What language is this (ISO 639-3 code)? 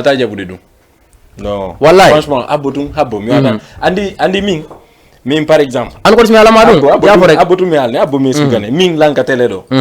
ful